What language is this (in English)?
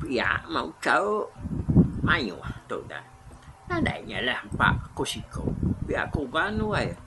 Iban